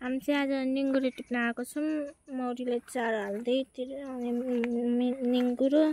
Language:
Nepali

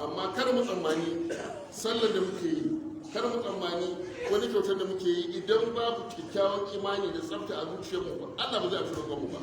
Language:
Hausa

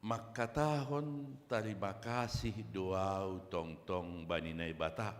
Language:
Batak Simalungun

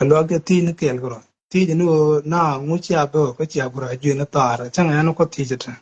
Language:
Nuer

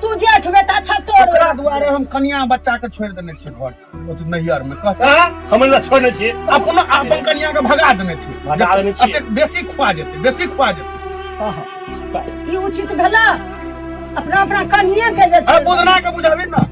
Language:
Maithili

